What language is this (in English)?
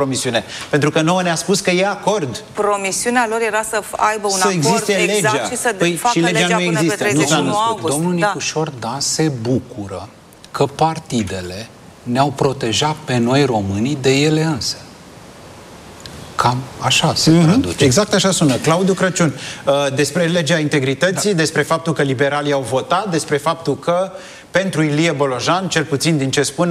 Romanian